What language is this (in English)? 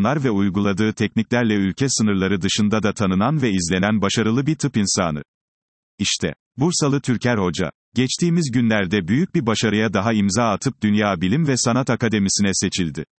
Turkish